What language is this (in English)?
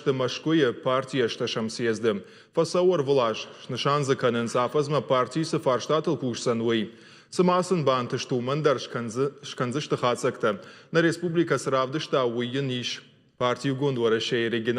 Ossetic